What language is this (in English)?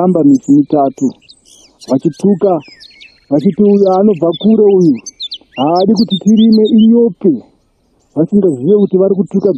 Shona